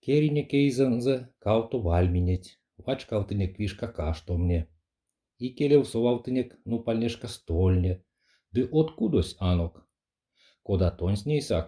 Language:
Erzya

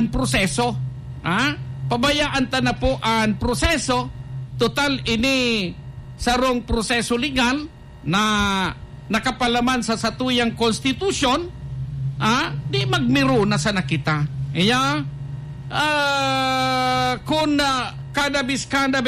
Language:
Bikol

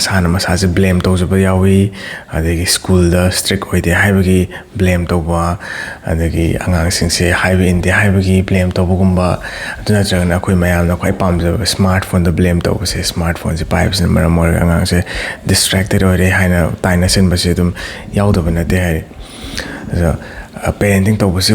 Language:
Manipuri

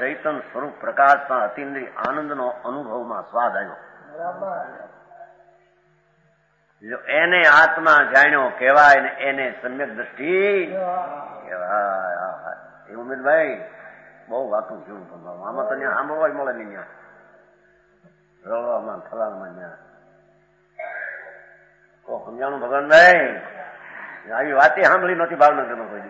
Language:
Gujarati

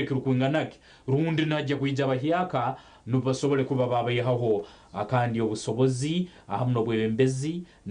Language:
Nyankole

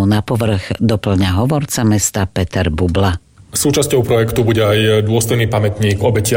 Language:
Slovak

